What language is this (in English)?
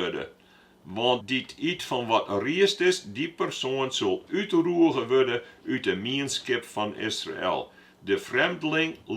Western Frisian